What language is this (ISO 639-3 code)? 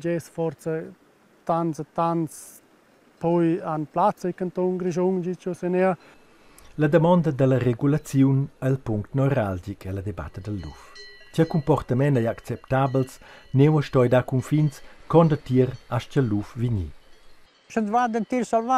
roh